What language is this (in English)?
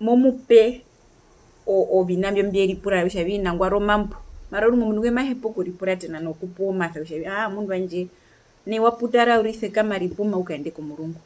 Herero